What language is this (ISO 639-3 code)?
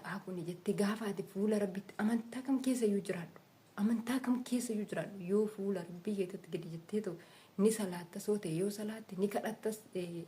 orm